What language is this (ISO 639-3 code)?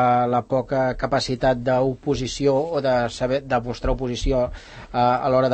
cat